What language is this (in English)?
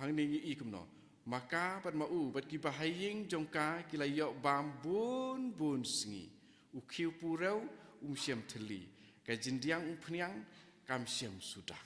Khasi